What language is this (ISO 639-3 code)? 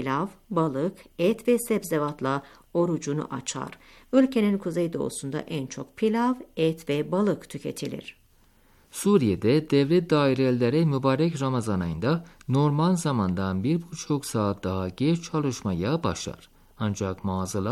tur